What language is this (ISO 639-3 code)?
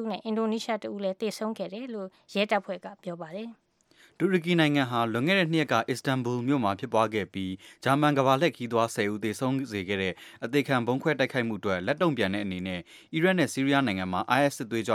mya